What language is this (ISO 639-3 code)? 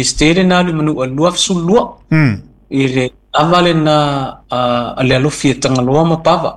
smo